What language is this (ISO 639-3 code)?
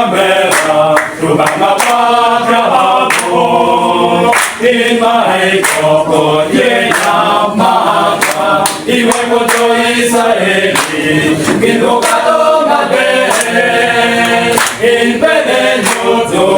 ach